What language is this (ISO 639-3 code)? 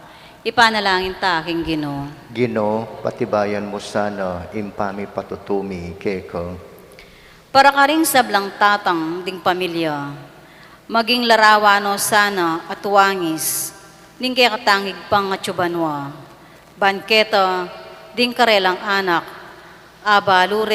pam